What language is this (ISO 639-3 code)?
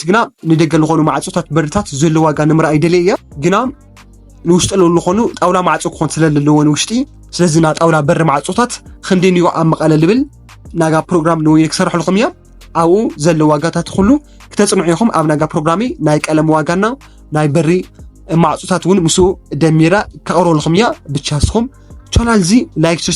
tir